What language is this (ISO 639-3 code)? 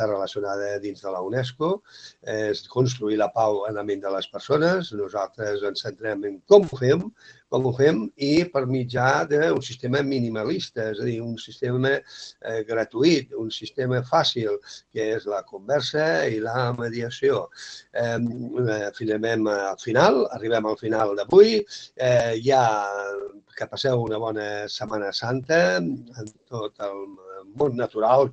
cat